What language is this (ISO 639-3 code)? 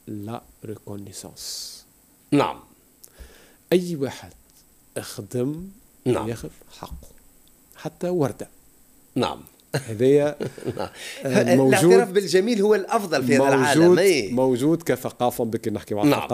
aeb